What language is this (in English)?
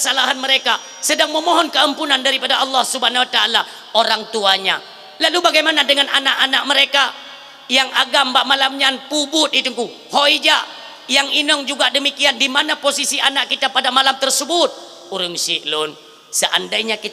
Achinese